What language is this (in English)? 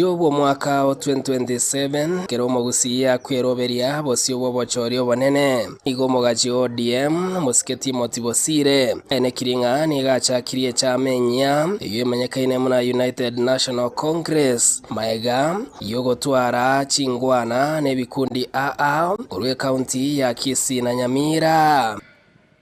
Gusii